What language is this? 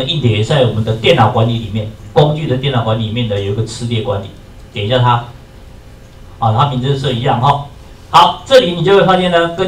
Chinese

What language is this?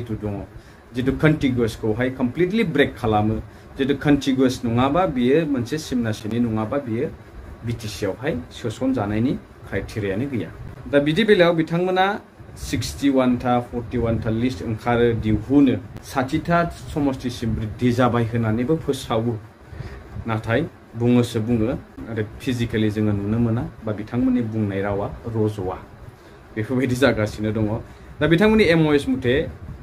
Bodo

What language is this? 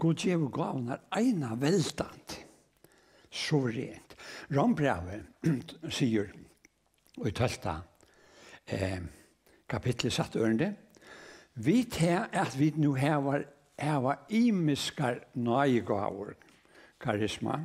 Faroese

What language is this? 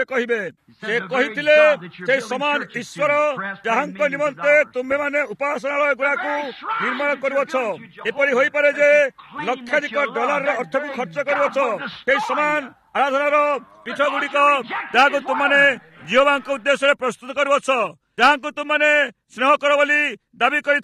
Odia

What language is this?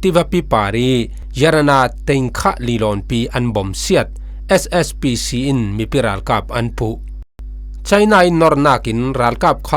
Falam Chin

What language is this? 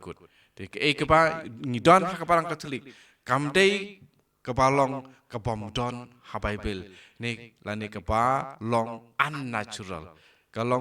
Khasi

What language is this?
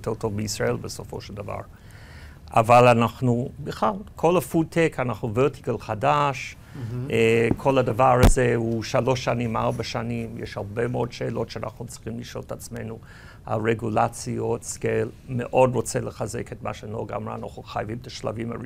Hebrew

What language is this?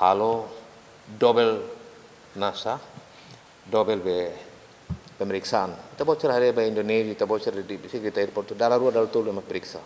Tetum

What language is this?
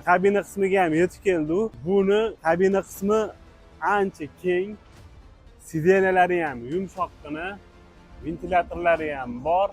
Uzbek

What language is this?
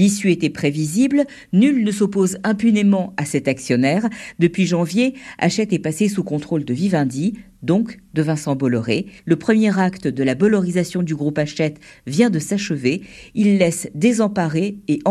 French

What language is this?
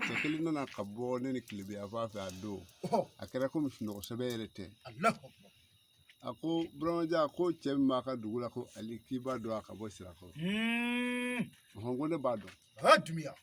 Bambara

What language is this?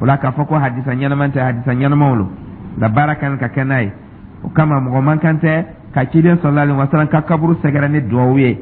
Dyula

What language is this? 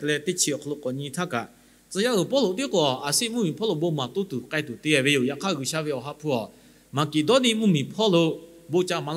Lahu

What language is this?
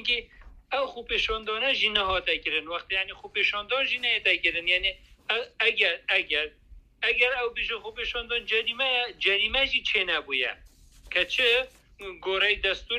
Kurdish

